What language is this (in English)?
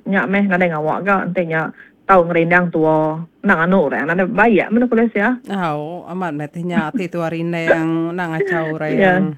Iban